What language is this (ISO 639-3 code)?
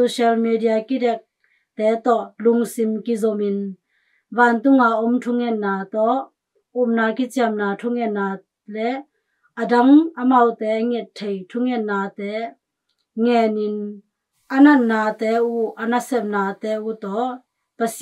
ctd